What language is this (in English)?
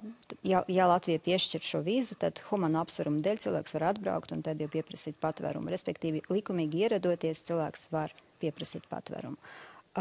Latvian